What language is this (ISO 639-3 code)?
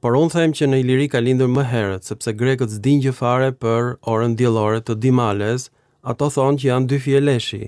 sqi